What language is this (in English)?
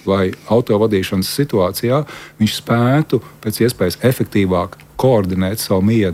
Latvian